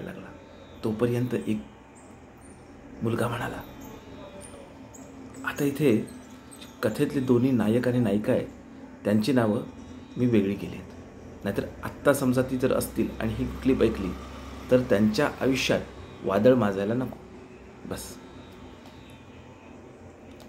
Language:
Marathi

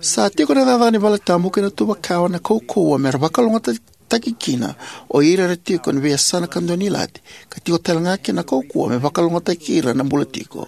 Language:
Fijian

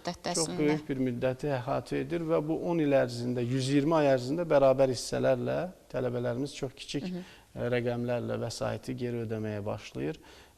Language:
Azerbaijani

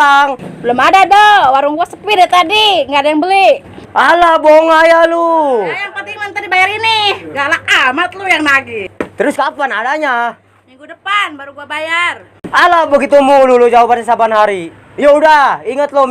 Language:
Betawi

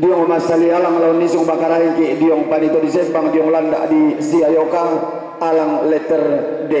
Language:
Toraja-Sa'dan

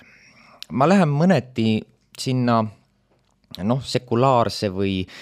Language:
Estonian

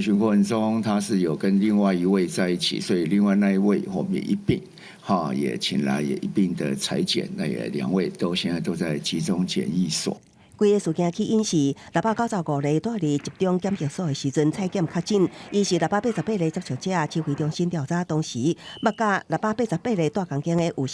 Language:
Min Nan Chinese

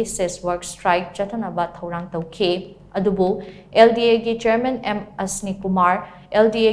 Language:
Manipuri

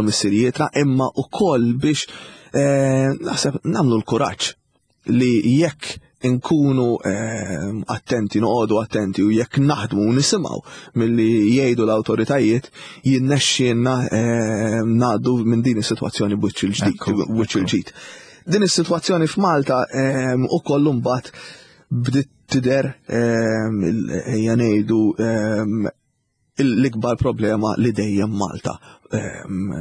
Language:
Maltese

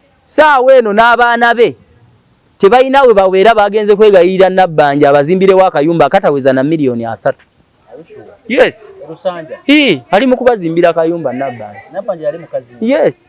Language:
Ganda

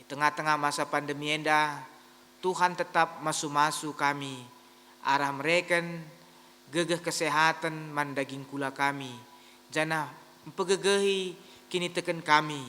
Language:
Batak Karo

